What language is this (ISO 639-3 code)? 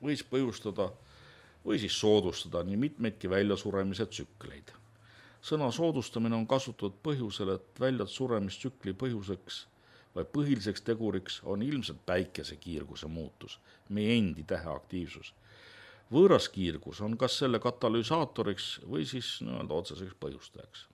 est